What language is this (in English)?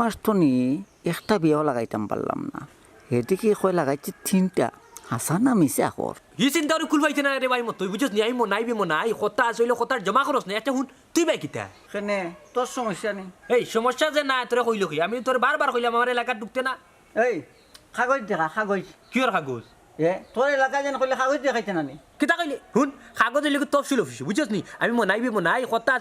Sylheti